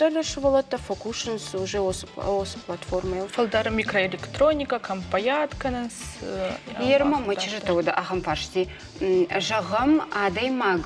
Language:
Ossetic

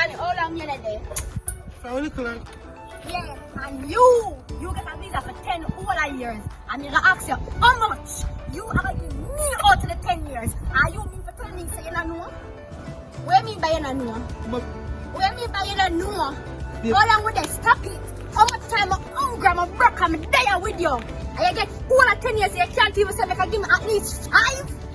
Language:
Jamaican Creole English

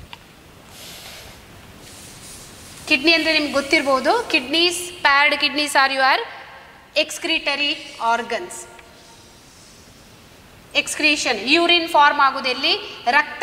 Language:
Kannada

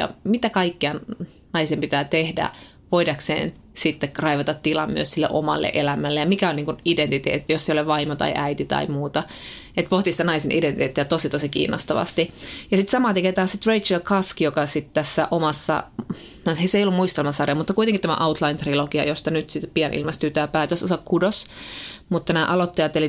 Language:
Finnish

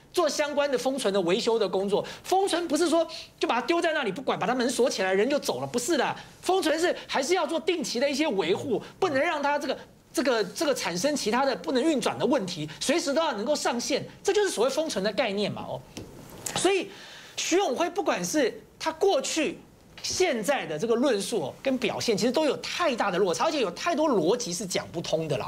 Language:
Chinese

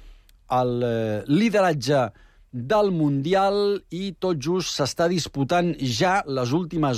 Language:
Catalan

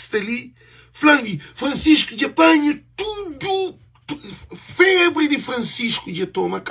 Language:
Kabuverdianu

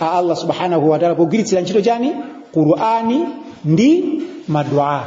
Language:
Nyanja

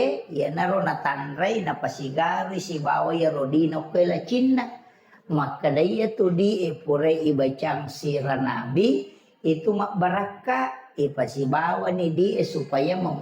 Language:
Buginese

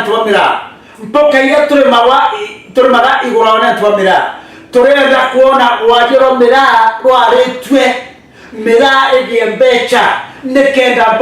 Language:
Meru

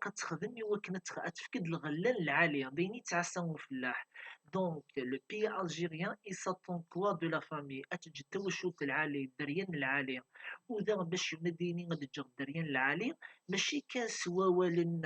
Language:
Kabyle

